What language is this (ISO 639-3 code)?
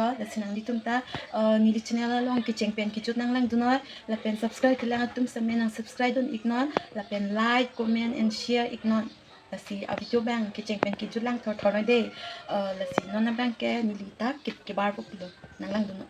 mjw